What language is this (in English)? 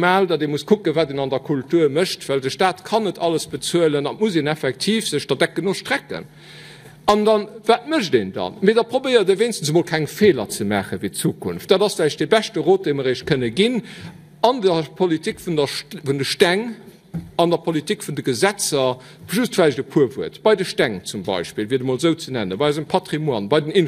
Luxembourgish